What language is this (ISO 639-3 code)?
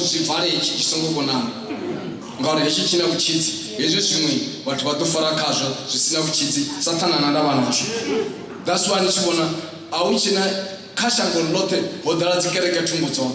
ven